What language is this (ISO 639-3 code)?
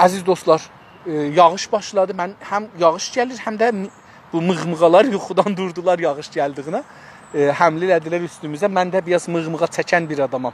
azb